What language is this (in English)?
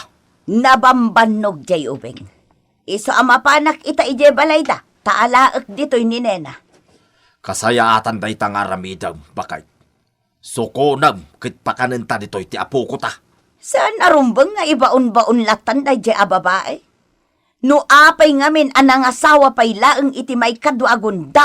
Iloko